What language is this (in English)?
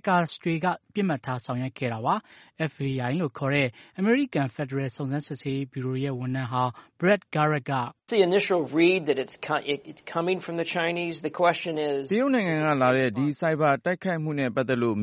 Burmese